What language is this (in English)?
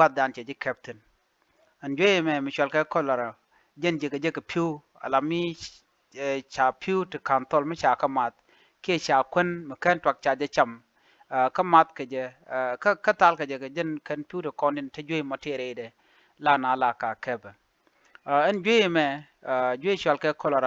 Nuer